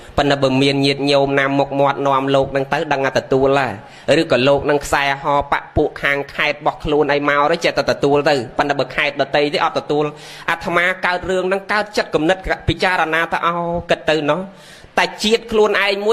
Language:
Khmer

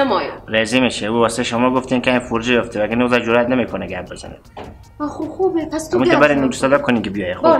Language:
Persian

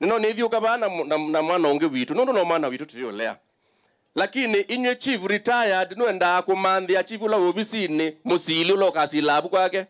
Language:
Kamba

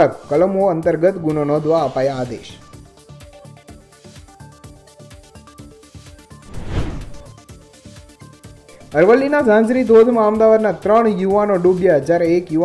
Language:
Gujarati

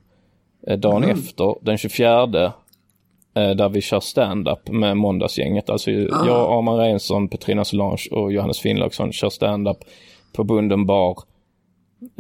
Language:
Swedish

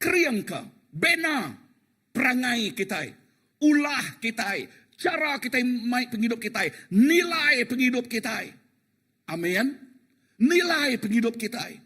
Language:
Iban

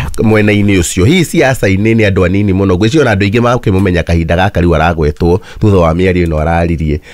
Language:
Kikuyu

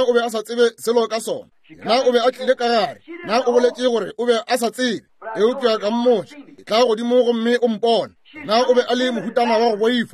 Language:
Northern Sotho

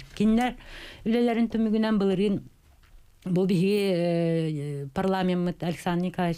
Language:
Yakut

